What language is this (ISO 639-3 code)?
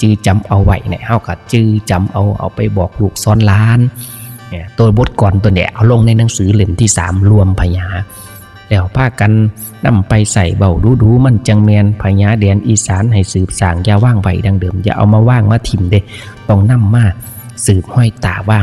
tts